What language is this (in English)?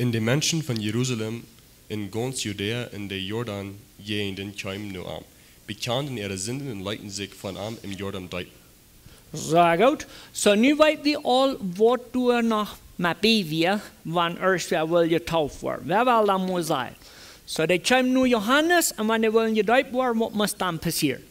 Plautdietsch